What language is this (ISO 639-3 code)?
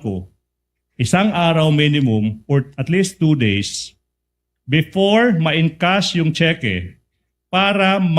war